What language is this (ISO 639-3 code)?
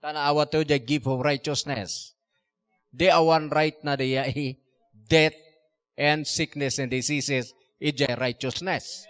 ilo